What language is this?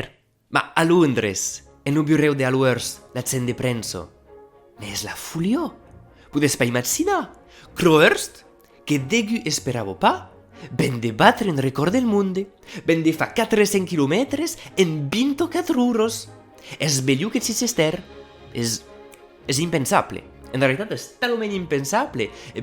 Occitan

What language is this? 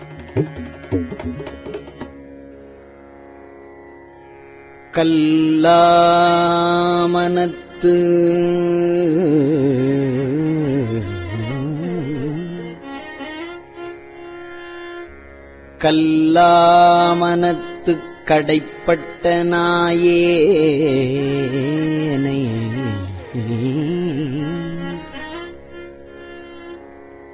Tamil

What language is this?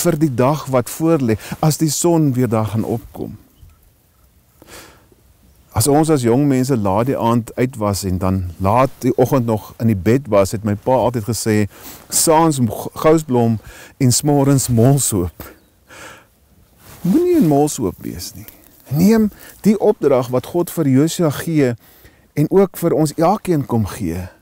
Afrikaans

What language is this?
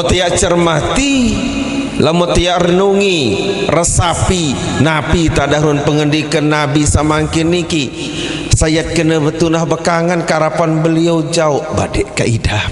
Sasak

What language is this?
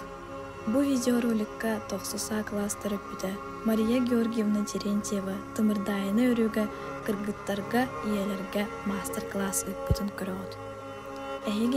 Yakut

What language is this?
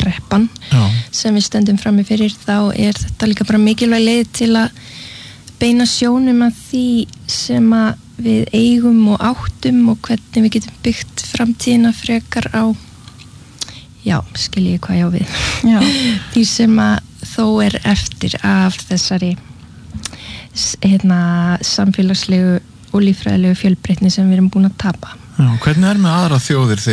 Icelandic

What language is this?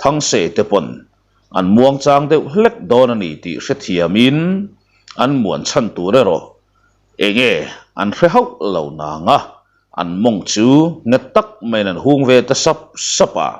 Mizo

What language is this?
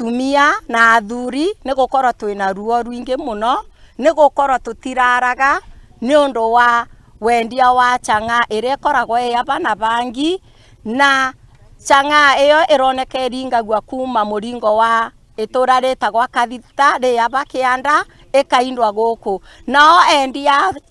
Kikuyu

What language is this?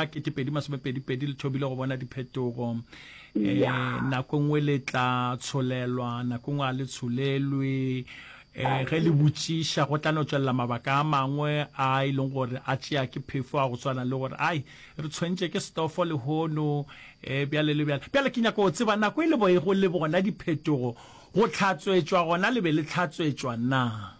Northern Sotho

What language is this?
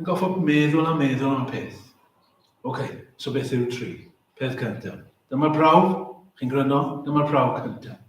Welsh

